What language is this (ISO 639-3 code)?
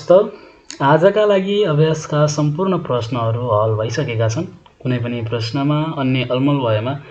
nep